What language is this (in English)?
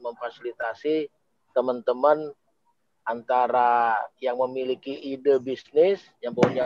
Indonesian